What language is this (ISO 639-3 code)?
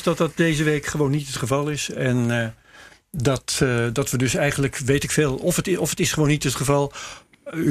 nld